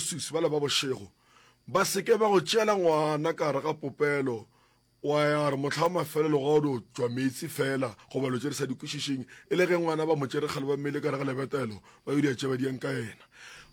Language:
Northern Sotho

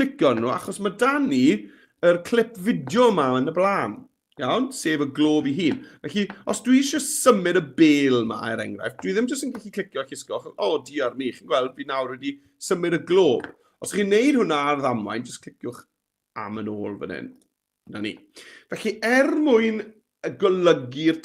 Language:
Welsh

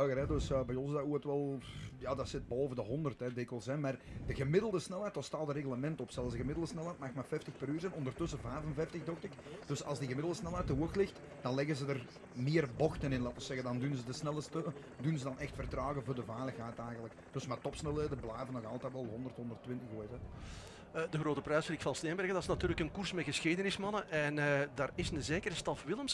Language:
Dutch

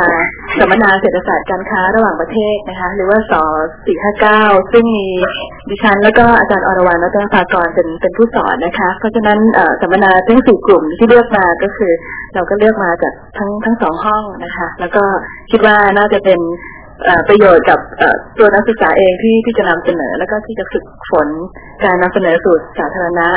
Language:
Thai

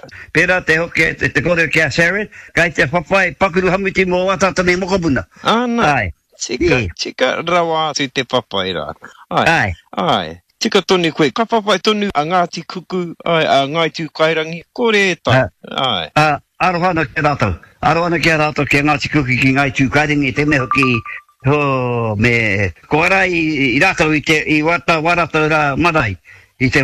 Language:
Māori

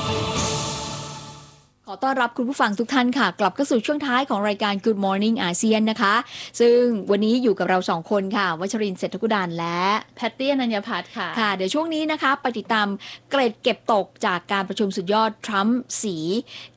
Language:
Thai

